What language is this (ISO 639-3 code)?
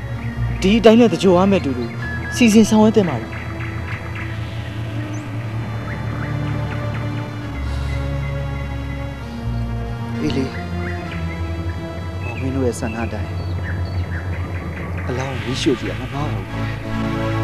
mya